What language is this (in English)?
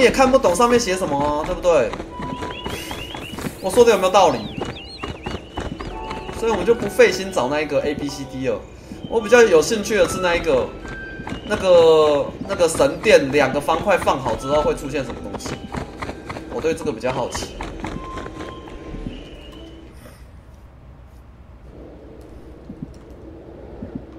Chinese